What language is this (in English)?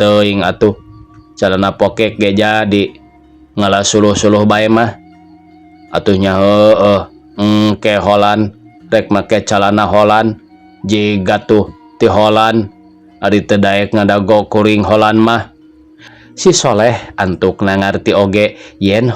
Sundanese